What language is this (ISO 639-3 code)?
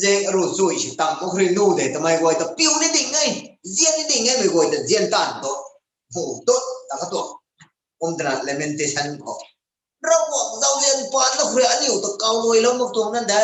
nbu